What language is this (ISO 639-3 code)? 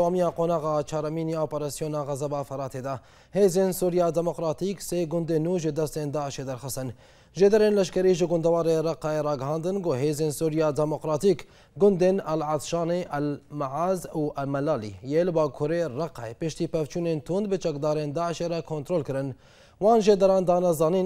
kur